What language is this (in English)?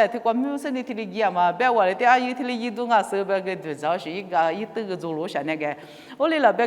Lisu